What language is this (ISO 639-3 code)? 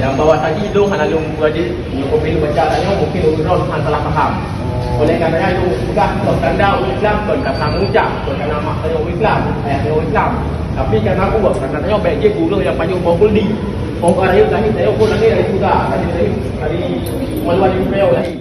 ace